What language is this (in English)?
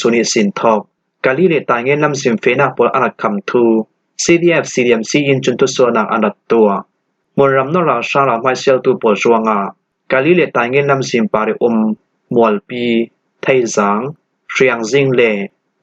Falam Chin